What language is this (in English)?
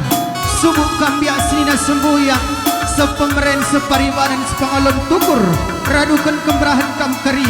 Batak Karo